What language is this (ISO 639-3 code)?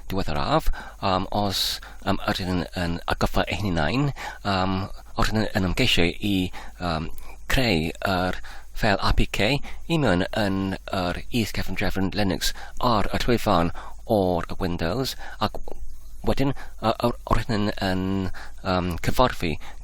cym